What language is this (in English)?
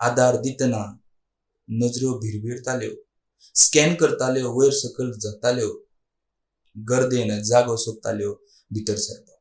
Konkani